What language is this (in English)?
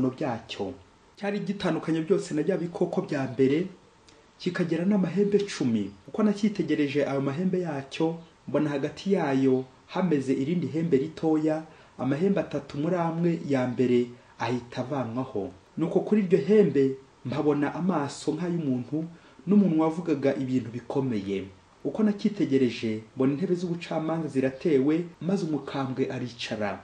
Kinyarwanda